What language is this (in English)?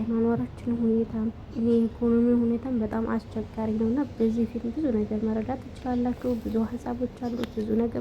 Amharic